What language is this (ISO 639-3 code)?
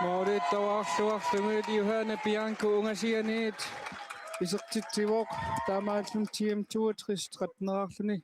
kal